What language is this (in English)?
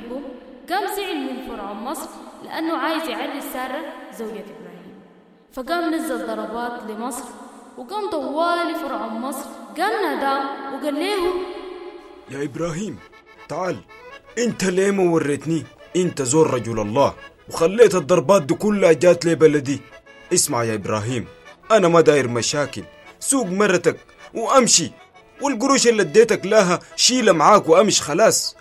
Sudanese Arabic